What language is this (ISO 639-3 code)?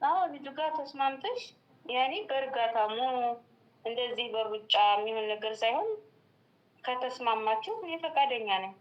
amh